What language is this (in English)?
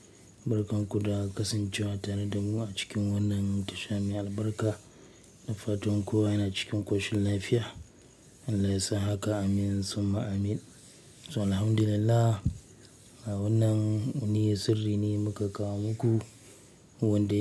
Hausa